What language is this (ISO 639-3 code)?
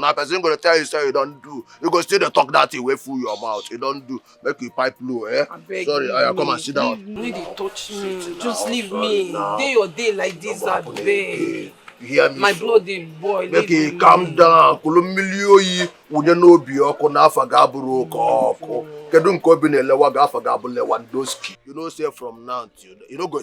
pcm